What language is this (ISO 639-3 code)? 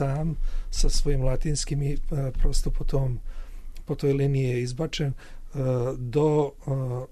srp